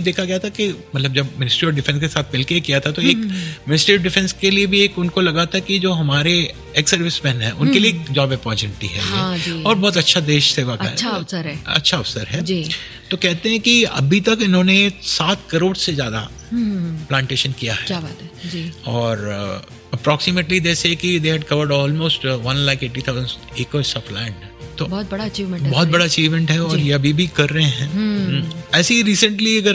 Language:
Hindi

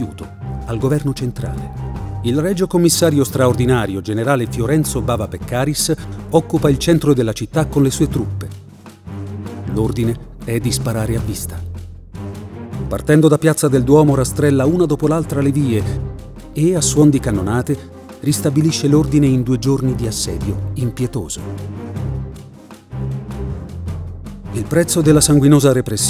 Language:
Italian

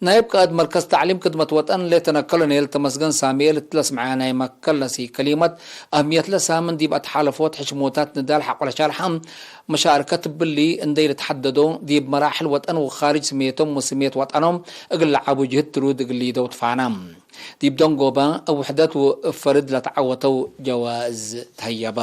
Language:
Tigre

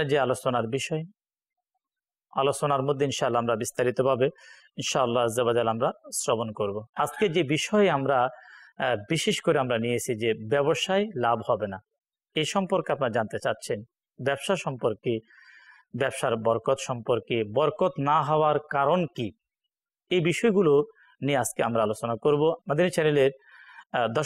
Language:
Bangla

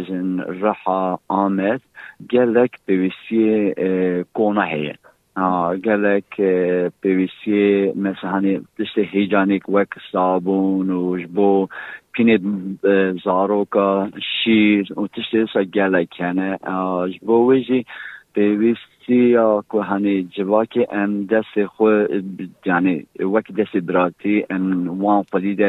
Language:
Kurdish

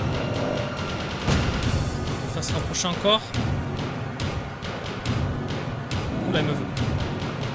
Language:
French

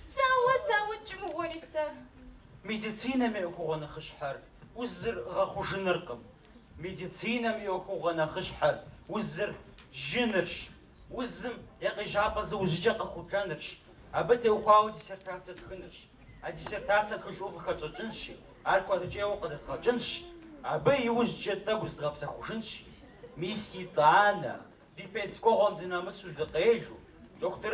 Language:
Kabardian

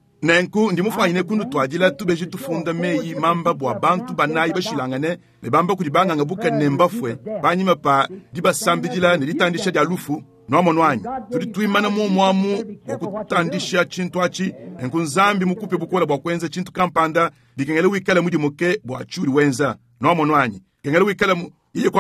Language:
Luba-Lulua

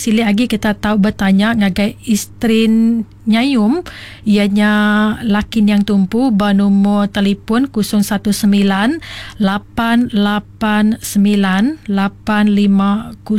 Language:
Iban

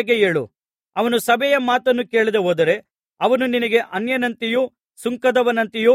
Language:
Kannada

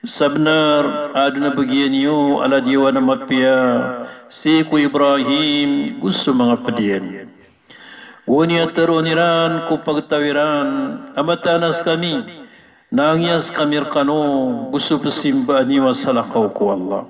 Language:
Maranao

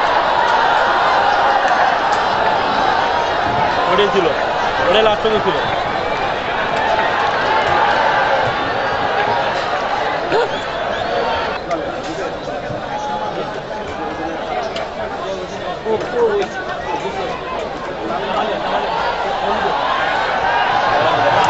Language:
Bangla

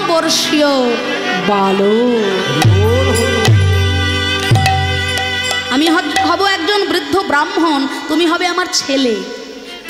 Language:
Bangla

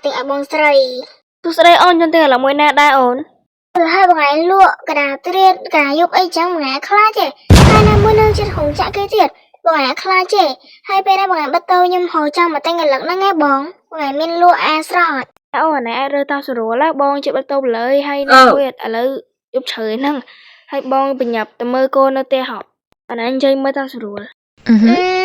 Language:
Khmer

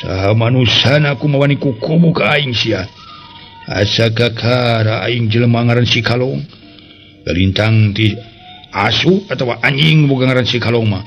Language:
Sundanese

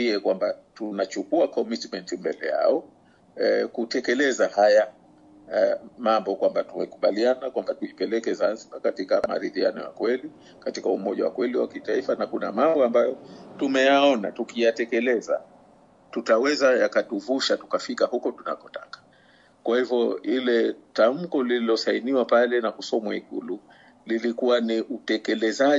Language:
Swahili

